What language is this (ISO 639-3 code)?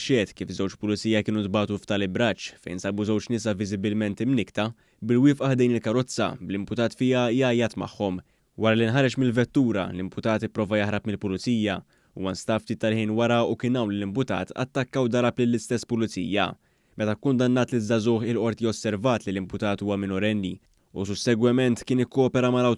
mlt